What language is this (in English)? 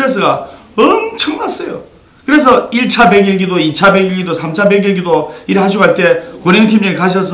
Korean